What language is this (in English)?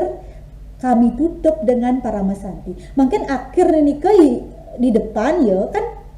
Balinese